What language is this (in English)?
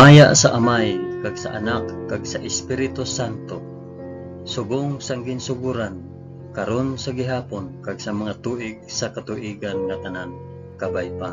Hiligaynon